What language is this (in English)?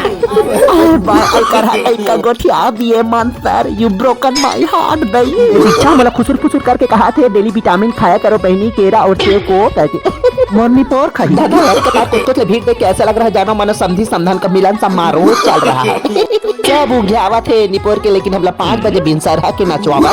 Chhattisgarhi